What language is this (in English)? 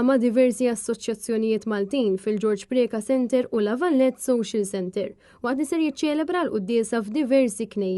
Maltese